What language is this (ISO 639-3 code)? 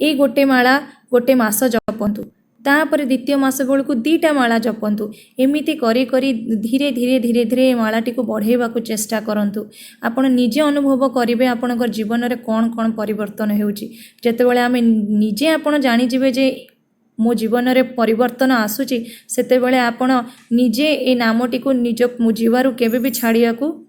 ori